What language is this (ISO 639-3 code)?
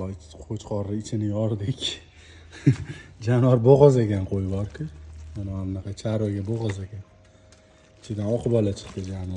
uzb